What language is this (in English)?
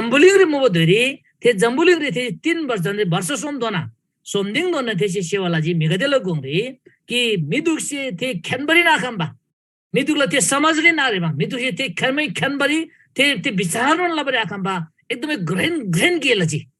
Eastern Tamang